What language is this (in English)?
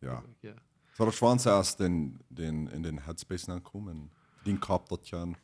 Plautdietsch